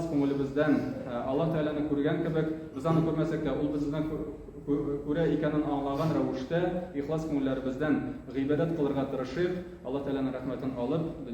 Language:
Tatar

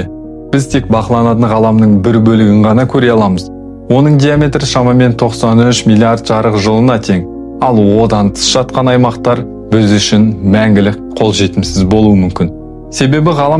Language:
Kazakh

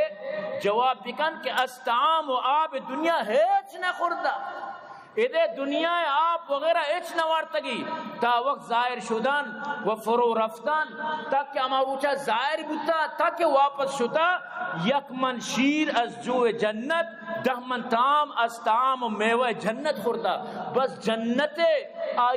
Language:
Eastern Balochi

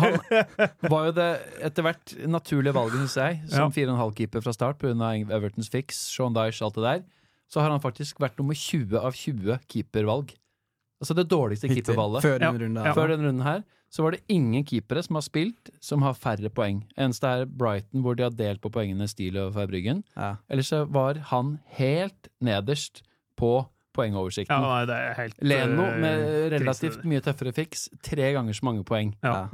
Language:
Norwegian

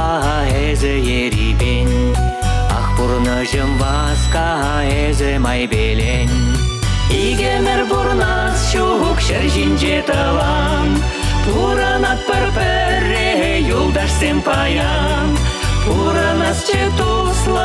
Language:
Chuvash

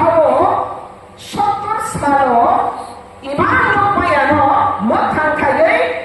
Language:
Riang (India)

